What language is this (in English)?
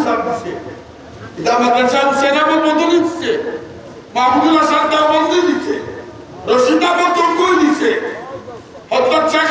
Sylheti